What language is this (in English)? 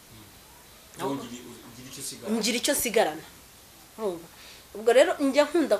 Kinyarwanda